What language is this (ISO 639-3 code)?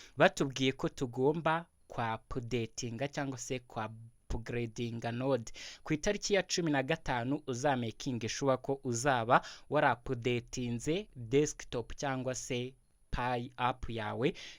kin